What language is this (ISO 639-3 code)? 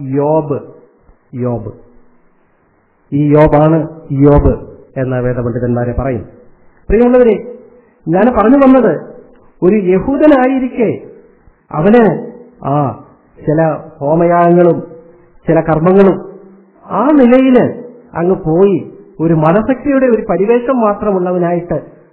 mal